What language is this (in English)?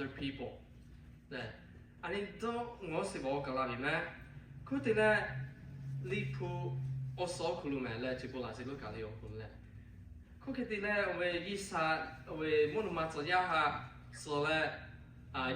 Lahu